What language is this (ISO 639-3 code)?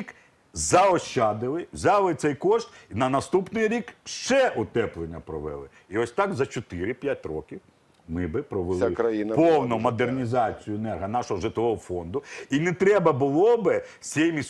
ukr